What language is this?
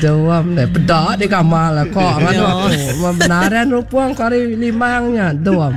Iban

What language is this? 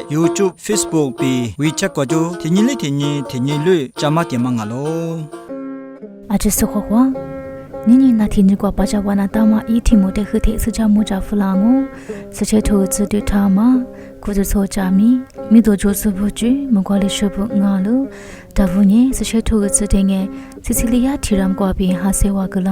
Lisu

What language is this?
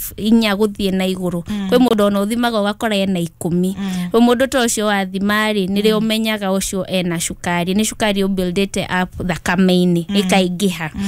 Kikuyu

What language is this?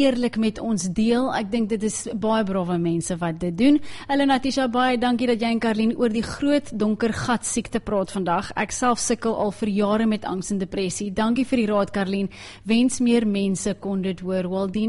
Afrikaans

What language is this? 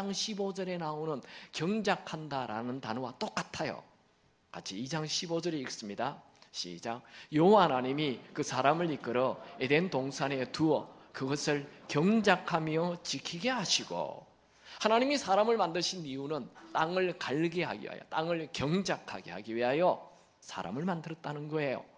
Korean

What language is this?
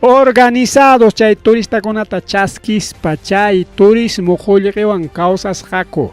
Ayacucho Quechua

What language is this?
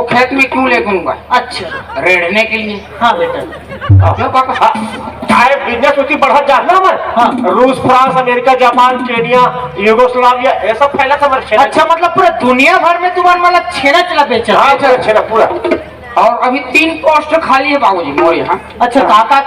Chhattisgarhi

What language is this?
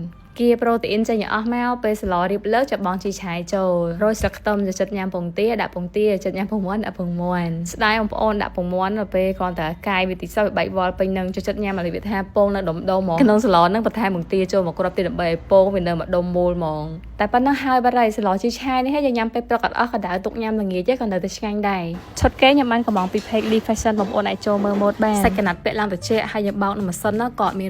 Khmer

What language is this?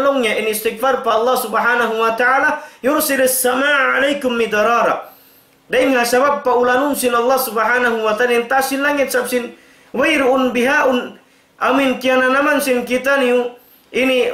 Tausug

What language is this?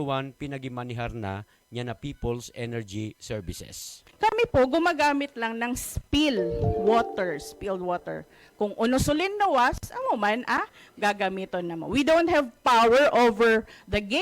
Buhi'non Bikol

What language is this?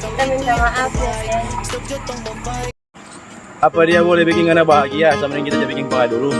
Manado Malay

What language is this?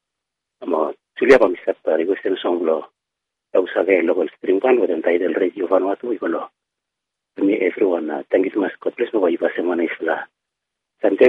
Bislama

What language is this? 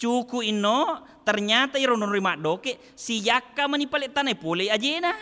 Buginese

